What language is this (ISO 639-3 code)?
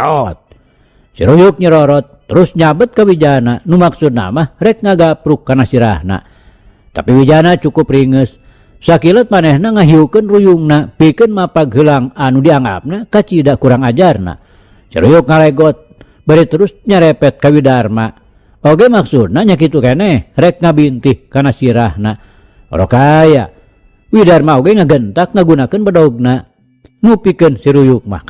sun